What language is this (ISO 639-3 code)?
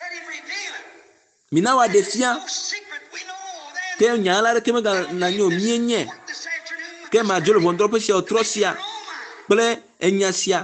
ewe